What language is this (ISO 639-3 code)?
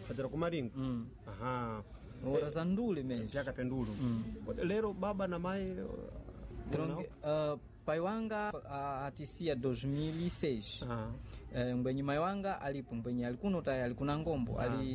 seh